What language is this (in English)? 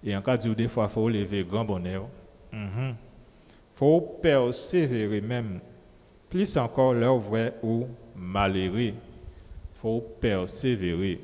Guadeloupean Creole French